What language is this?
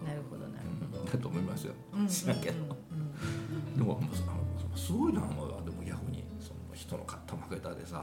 Japanese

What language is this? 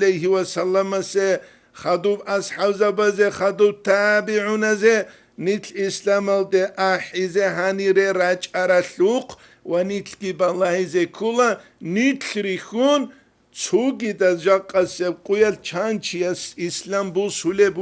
Avaric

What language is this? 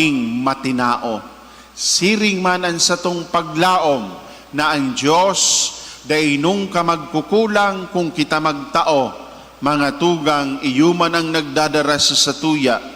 Bikol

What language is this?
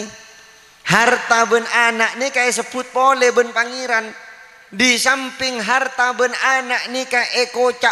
Madurese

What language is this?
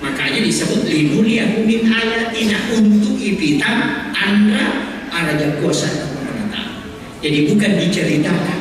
Buginese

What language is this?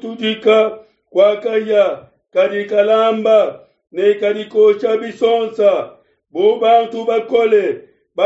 Luba-Lulua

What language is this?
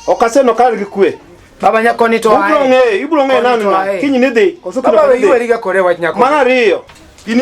Luo (Kenya and Tanzania)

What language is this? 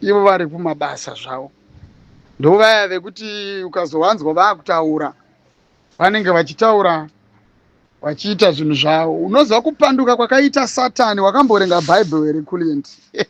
Shona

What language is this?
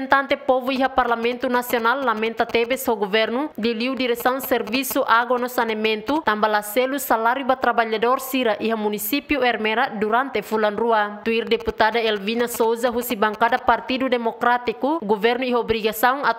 Tetum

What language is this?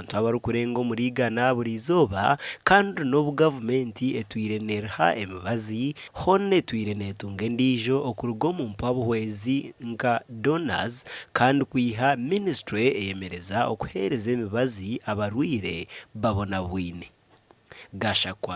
Nyankole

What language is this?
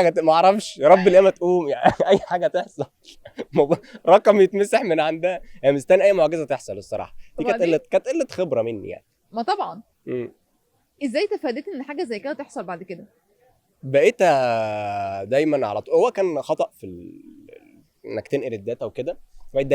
Egyptian Arabic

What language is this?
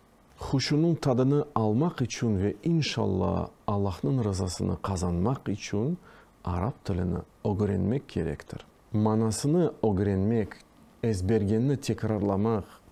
Crimean Tatar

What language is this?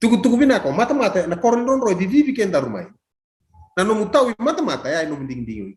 Fijian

